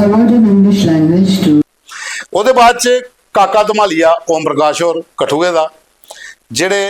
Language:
Dogri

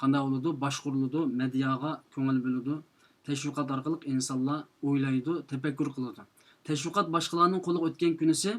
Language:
Uyghur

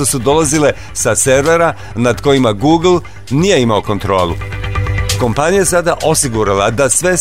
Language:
Serbian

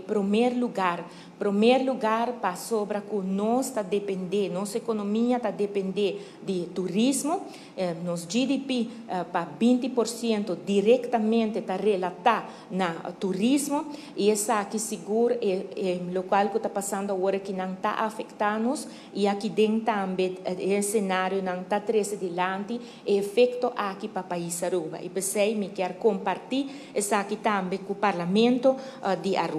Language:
Papiamento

